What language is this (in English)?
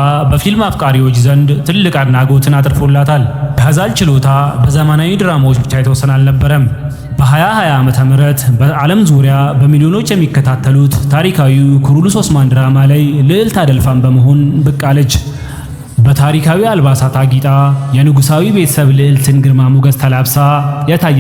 Amharic